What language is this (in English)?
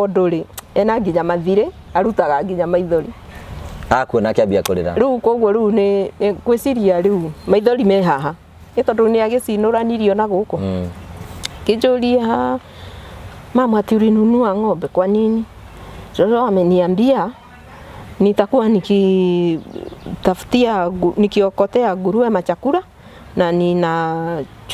Kikuyu